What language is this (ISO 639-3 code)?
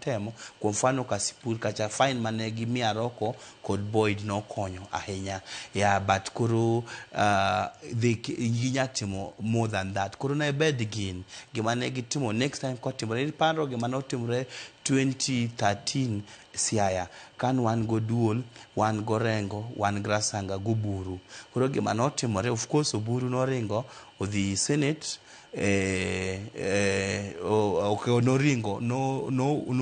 luo